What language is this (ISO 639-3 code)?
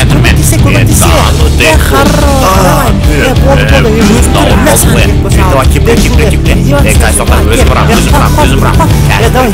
kaz